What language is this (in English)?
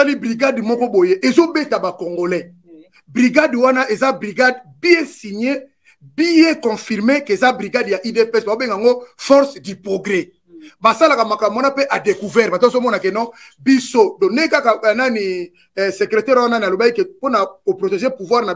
Lingala